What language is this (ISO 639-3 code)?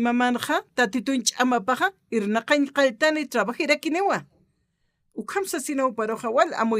aym